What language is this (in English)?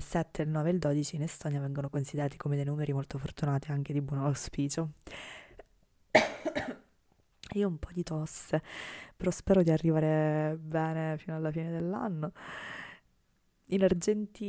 Italian